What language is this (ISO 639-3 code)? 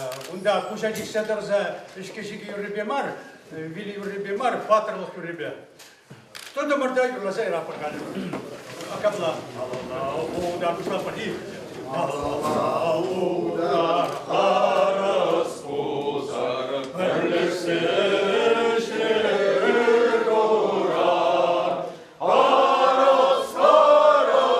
chv